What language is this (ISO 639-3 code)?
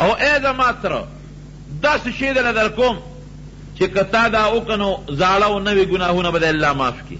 pus